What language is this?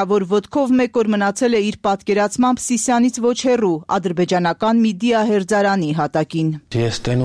Armenian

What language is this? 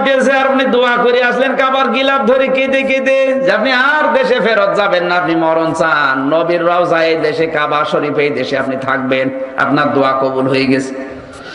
Bangla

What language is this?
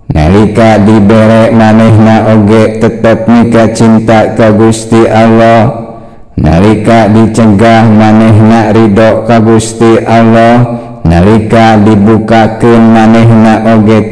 Sundanese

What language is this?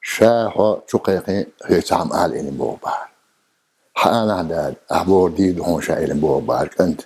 Chechen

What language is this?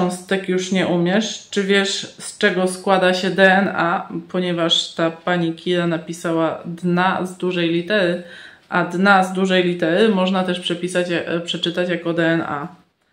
Polish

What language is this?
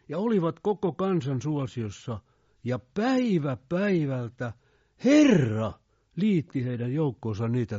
Finnish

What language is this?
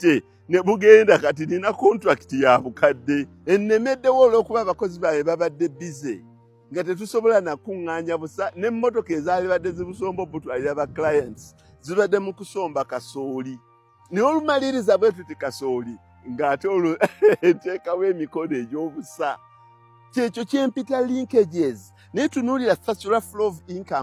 Ganda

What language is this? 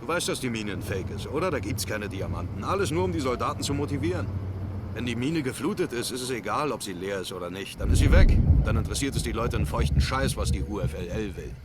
Bavarian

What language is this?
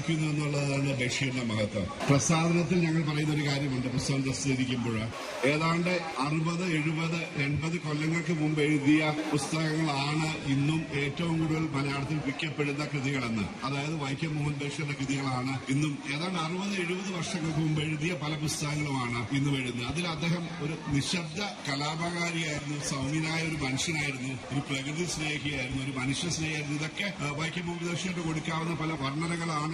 Malayalam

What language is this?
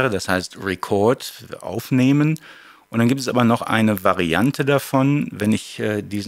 German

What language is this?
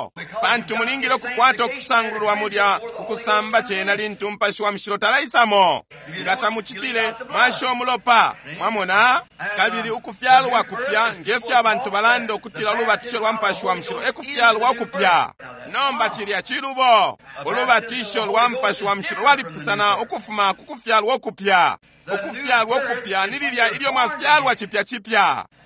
Bemba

